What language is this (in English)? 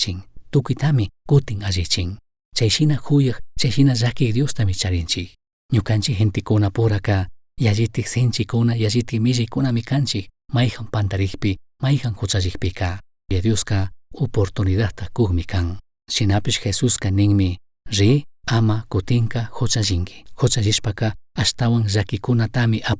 Chimborazo Highland Quichua